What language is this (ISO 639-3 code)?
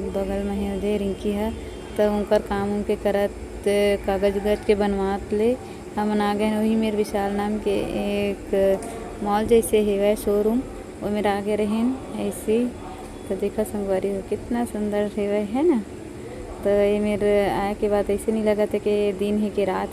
hne